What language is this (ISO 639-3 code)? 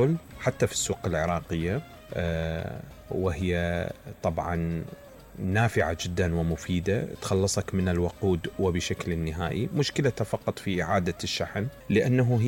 acm